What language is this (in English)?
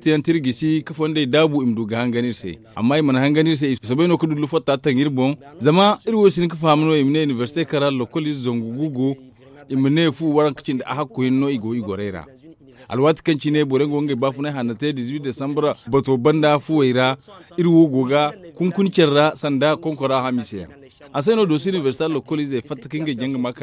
Zarma